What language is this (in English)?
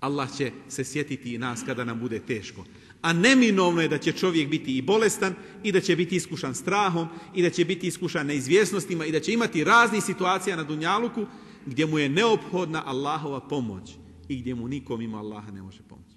Bosnian